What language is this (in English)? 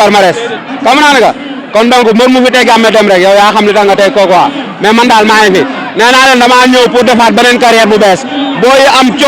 Wolof